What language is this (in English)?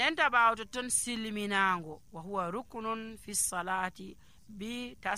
Nigerian Fulfulde